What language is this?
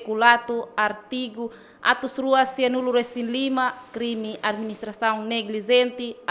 Tetum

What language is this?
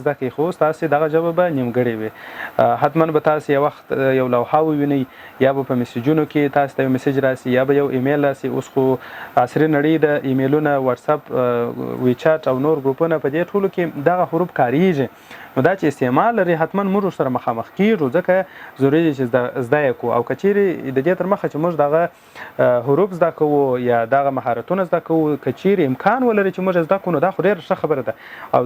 Pashto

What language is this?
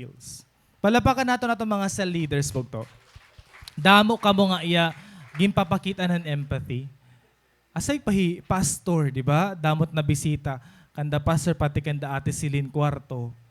Waray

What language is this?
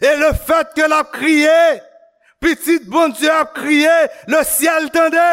Haitian Creole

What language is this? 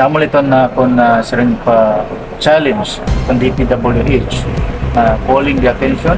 Waray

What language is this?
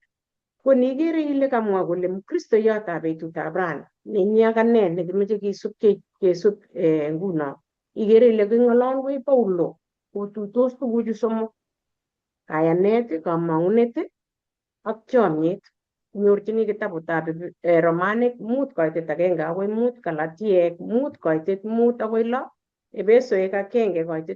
Kalenjin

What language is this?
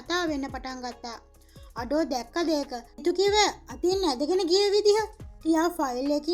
Sinhala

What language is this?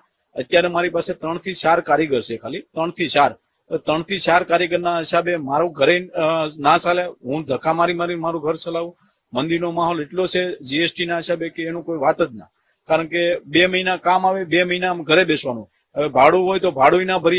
Gujarati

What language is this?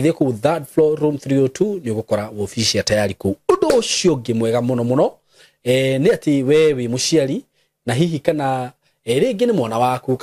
Kikuyu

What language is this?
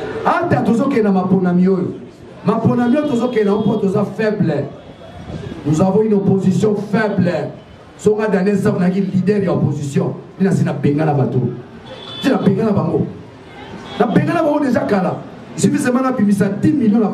Lingala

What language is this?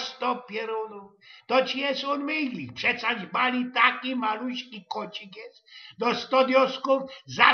Silesian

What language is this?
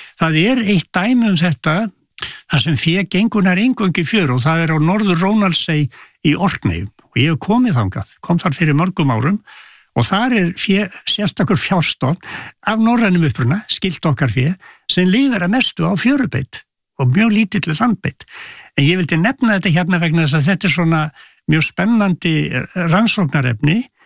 Icelandic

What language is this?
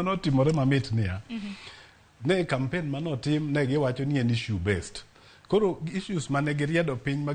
Luo (Kenya and Tanzania)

